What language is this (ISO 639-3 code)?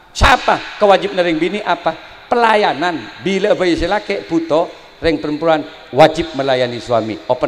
mad